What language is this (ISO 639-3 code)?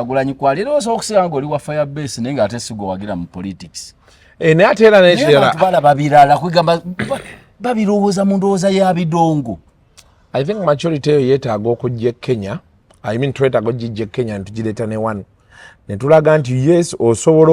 lug